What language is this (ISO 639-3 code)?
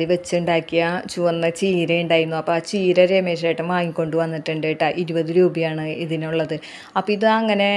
mal